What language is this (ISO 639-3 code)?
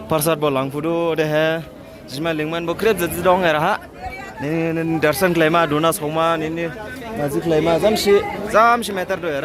dis